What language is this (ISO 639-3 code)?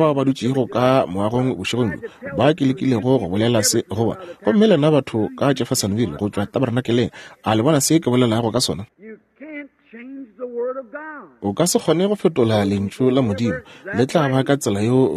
nso